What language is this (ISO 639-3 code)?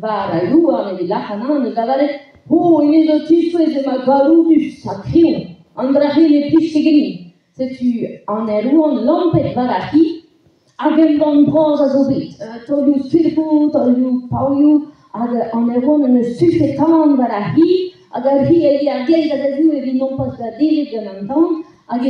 bre